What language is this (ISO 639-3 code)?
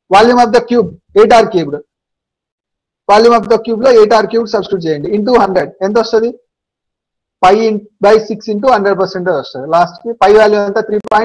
tel